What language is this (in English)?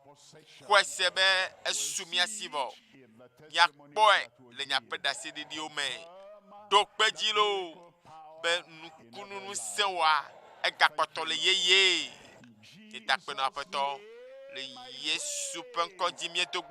Ewe